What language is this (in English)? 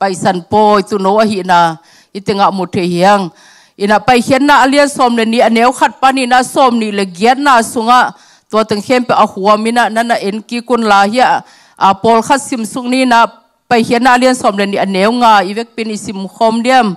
Tedim Chin